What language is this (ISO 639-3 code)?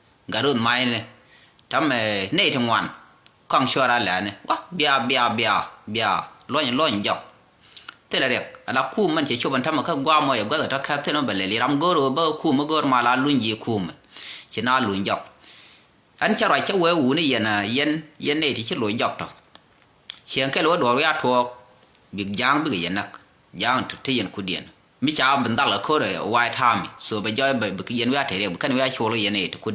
nus